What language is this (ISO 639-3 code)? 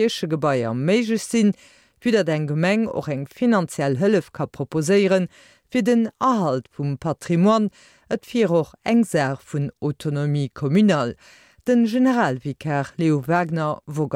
ltz